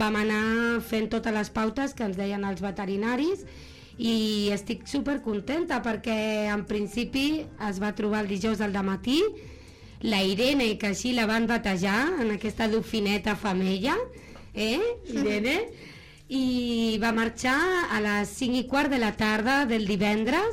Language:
Catalan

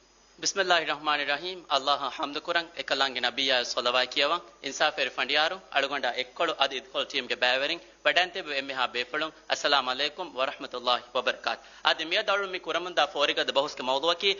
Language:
Divehi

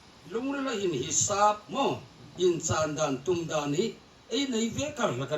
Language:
Hmar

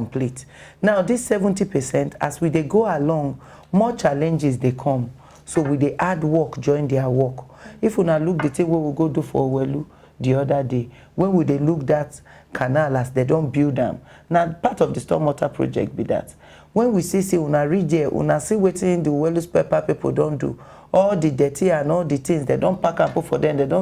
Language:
Nigerian Pidgin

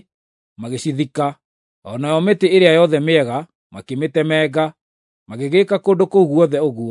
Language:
Kikuyu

